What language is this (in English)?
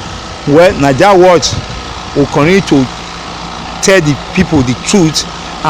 Nigerian Pidgin